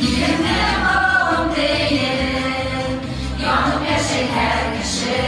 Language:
Bashkir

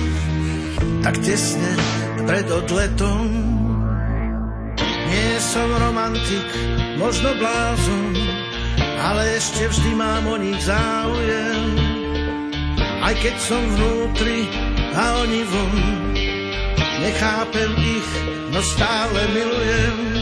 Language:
Slovak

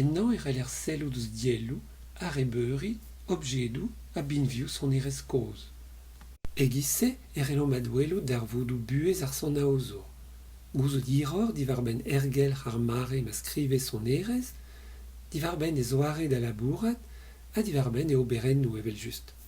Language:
Breton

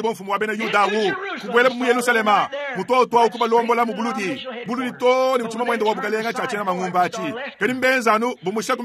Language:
Luba-Lulua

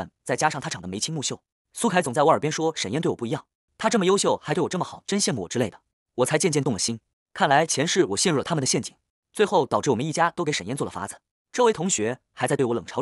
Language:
Chinese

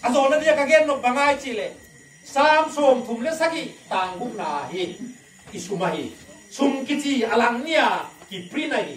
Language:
Tedim Chin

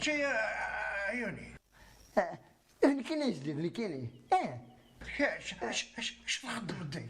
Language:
Kabyle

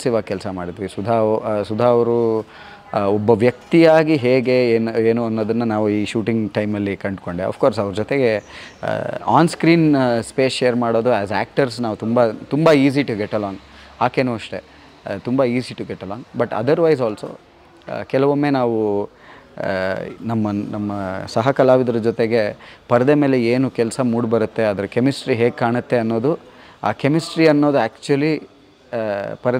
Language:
Kannada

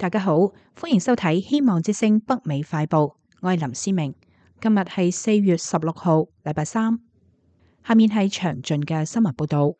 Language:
Cantonese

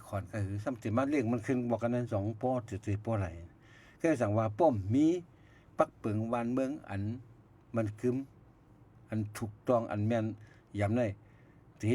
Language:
Shan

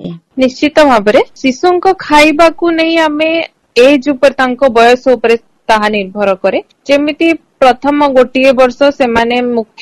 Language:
Odia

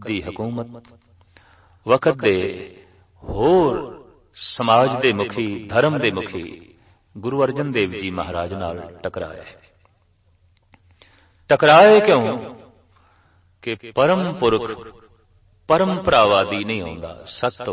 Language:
Punjabi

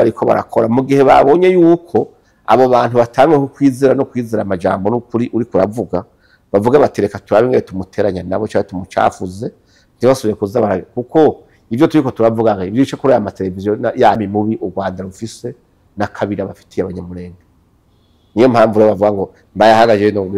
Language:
Rundi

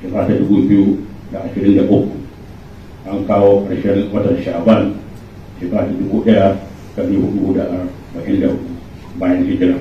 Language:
Hausa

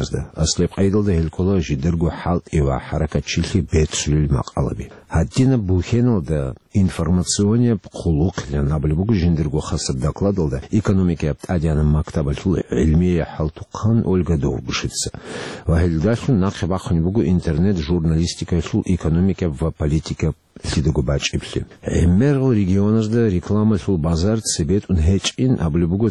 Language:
Avaric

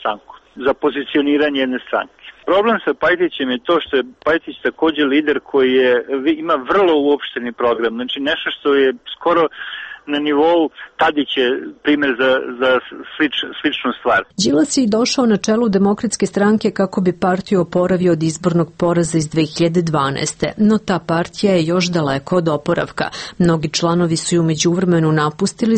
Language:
Serbian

